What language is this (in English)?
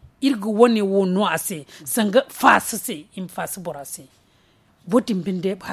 Zarma